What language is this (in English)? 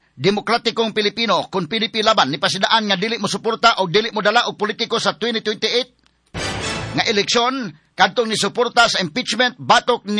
Cebuano